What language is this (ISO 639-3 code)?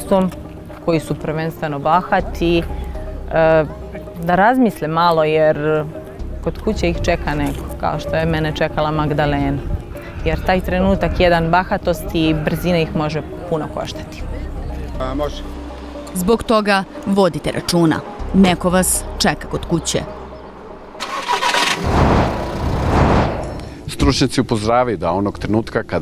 srp